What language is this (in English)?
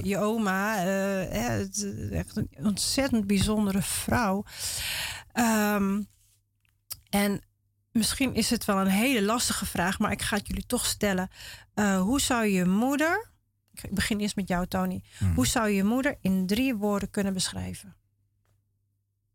Dutch